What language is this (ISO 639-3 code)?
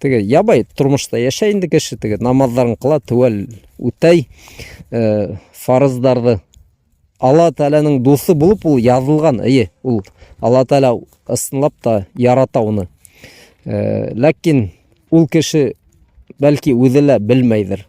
bak